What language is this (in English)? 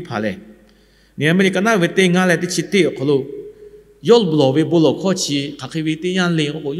Lahu